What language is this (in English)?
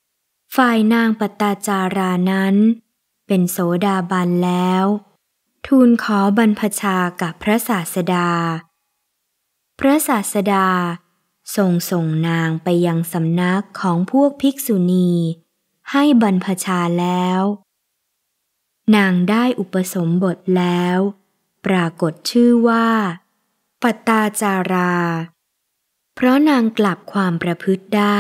Thai